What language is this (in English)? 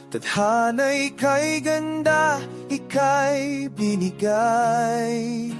Hiligaynon